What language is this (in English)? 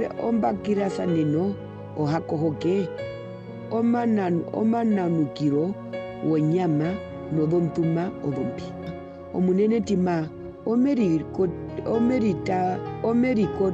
Herero